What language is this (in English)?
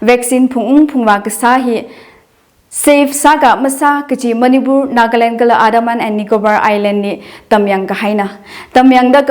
Tangkhul Naga (India)